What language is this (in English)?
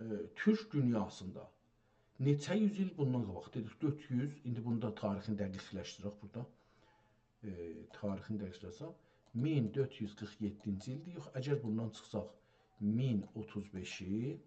South Azerbaijani